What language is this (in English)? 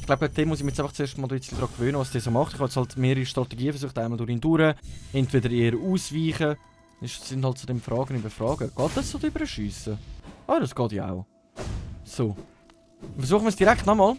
Swiss German